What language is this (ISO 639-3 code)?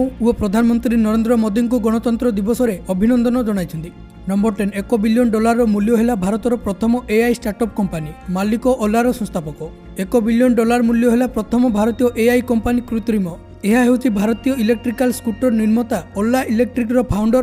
ori